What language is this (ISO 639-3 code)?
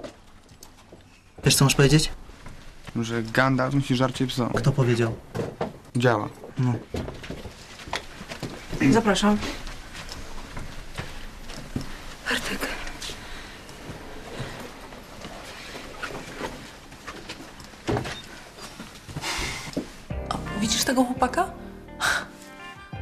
pol